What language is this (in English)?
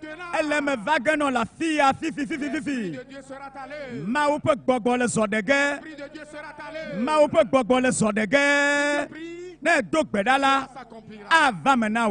Ewe